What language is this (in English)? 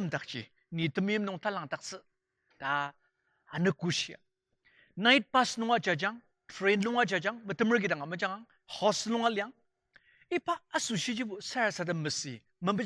Ao Naga